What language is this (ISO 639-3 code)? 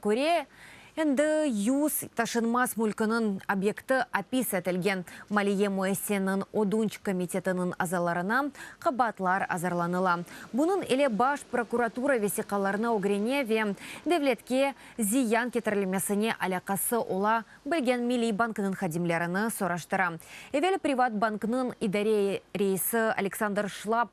crh